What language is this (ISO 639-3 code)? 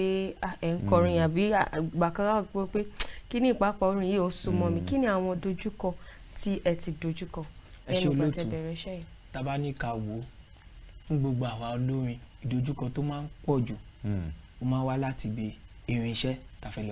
yor